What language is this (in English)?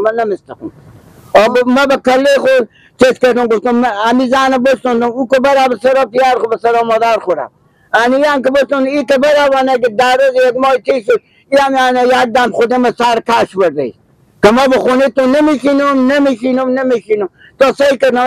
Persian